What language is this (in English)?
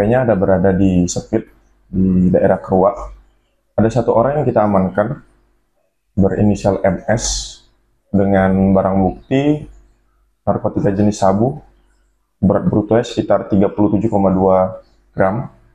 Indonesian